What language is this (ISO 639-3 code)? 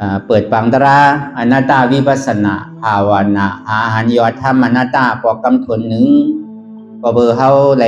shn